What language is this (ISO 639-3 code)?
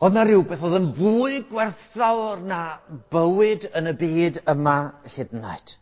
cym